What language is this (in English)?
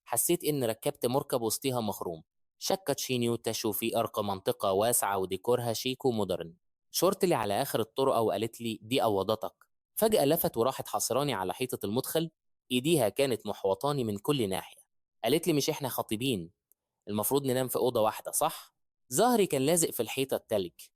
Egyptian Arabic